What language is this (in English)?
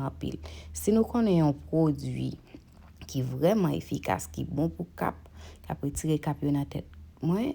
Haitian Creole